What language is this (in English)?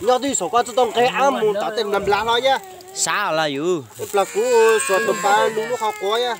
Hmong